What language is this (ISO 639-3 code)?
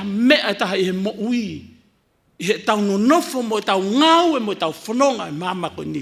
ton